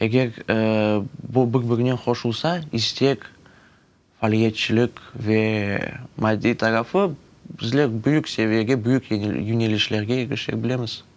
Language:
Crimean Tatar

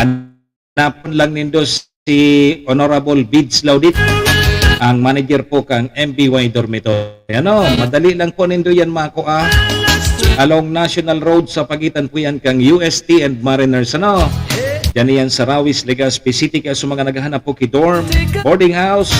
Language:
Bikol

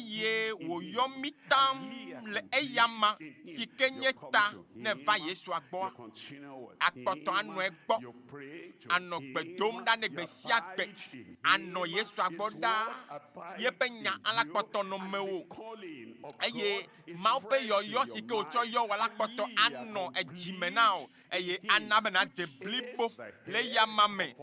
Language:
Ewe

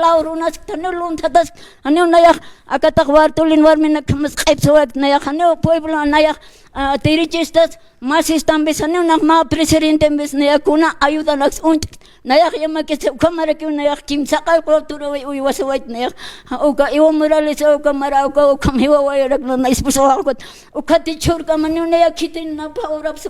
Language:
Aymara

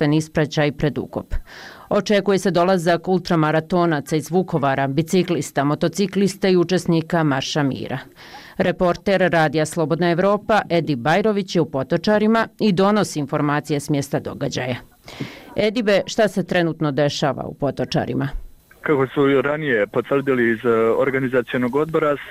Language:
Bosnian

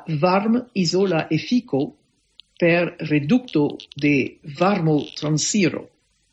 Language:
Esperanto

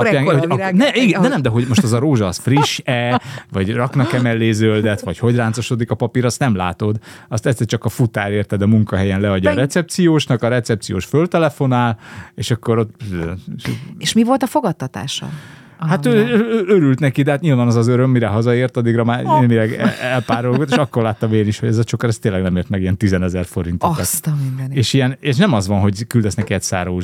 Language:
Hungarian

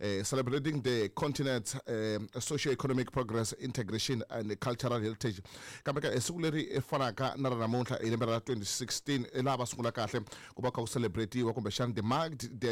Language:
Tsonga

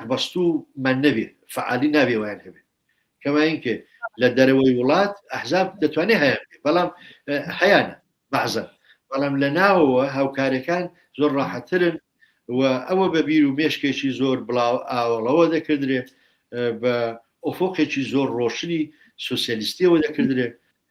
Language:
Central Kurdish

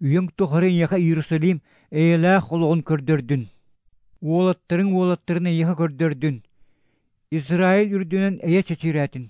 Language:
Yakut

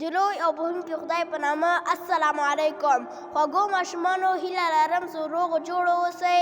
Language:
Pashto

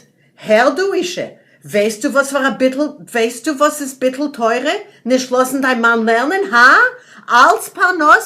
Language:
Yiddish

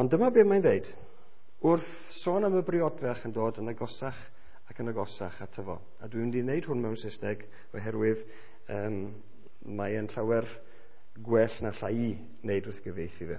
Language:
Welsh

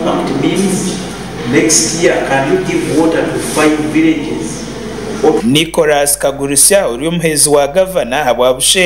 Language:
Nyankole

